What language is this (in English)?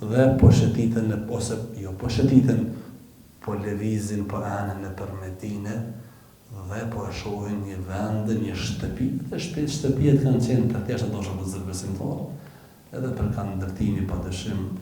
Albanian